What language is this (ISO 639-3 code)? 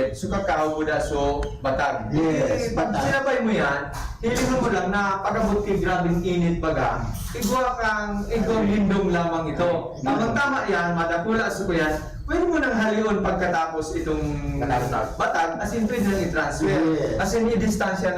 bik